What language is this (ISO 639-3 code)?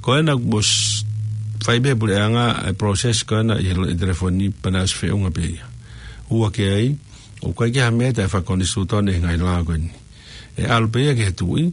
ton